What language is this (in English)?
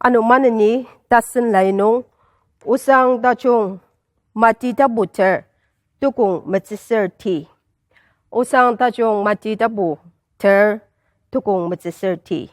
Ao Naga